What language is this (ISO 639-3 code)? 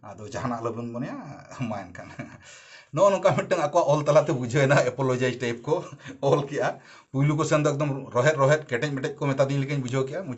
sat